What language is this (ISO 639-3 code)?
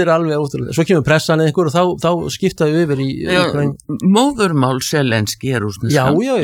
isl